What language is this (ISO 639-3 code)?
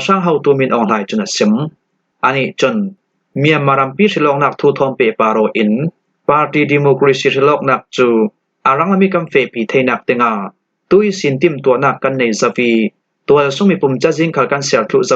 cfm